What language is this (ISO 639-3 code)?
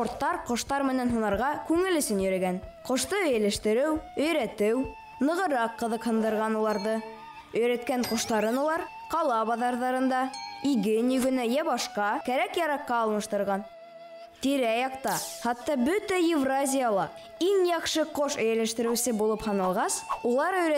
bak